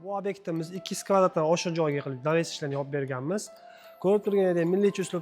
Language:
Uzbek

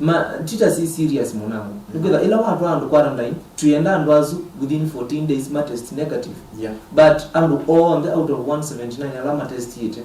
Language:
Kamba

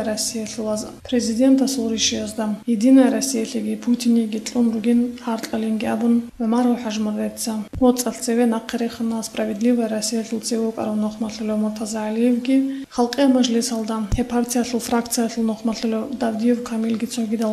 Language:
Avaric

